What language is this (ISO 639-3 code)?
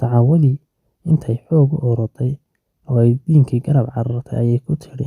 som